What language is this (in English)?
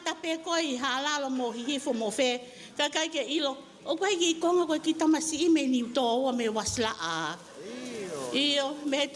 Tongan